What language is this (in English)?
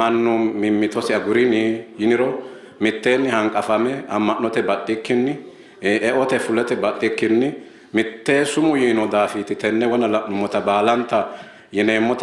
Sidamo